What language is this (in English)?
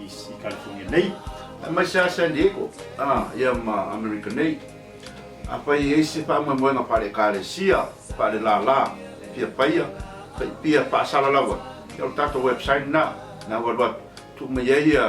Samoan